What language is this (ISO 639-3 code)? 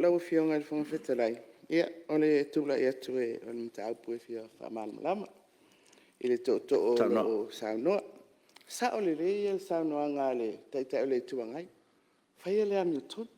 smo